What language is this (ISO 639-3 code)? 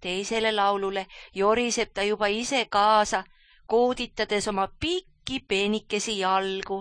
est